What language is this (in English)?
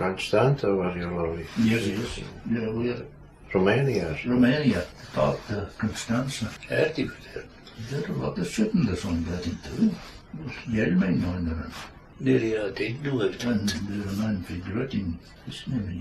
Scots